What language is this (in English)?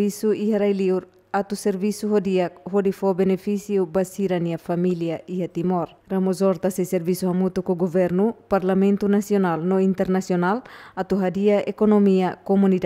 Tetum